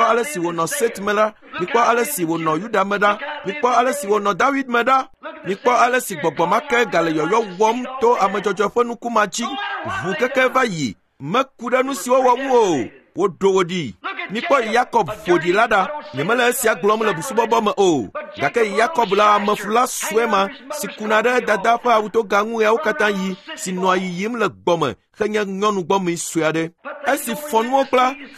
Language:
Ewe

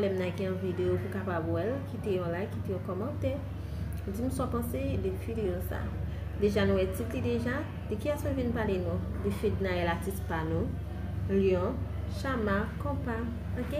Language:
Haitian Creole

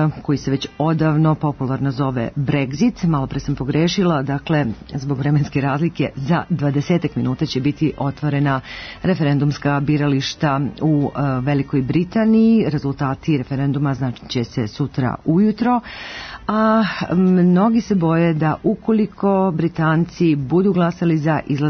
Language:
Serbian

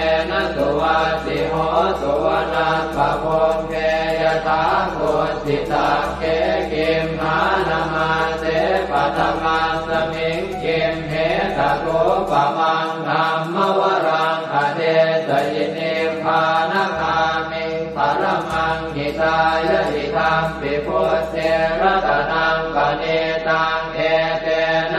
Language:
Pali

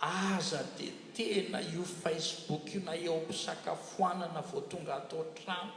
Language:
Malagasy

